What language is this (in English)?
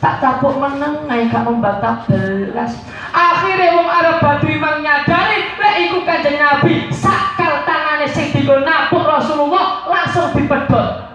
Javanese